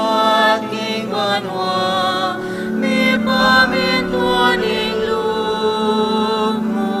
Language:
Pampanga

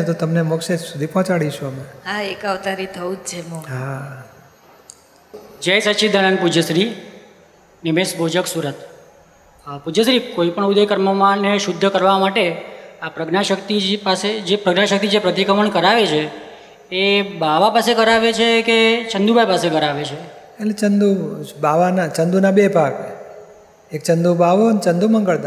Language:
Gujarati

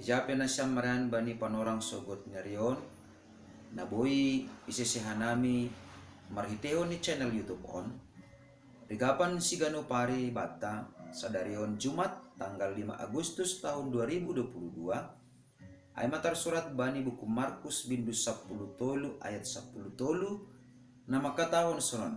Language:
Batak Simalungun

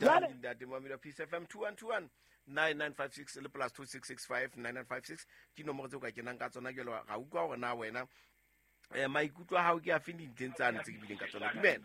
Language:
Southern Sotho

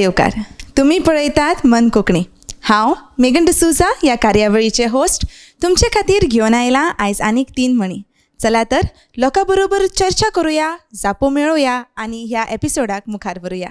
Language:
Konkani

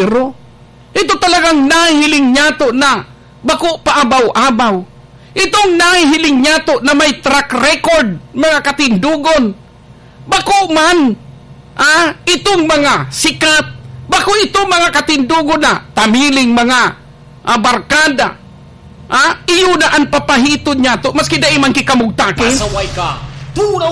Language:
Bikol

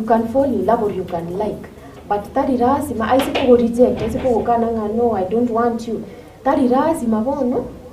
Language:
Gusii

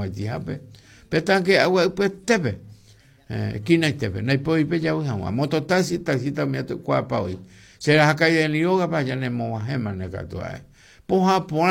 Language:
Guarani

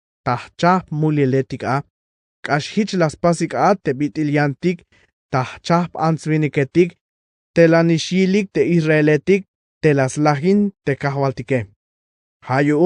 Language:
Tzeltal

